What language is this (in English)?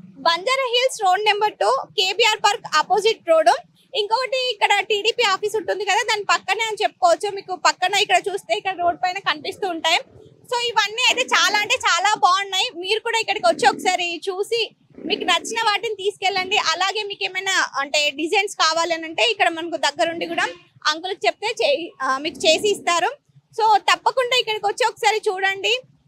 Telugu